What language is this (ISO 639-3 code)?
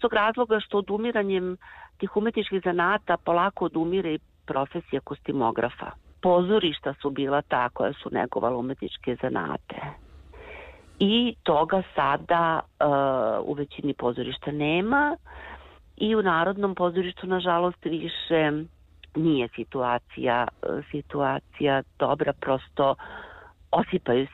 srp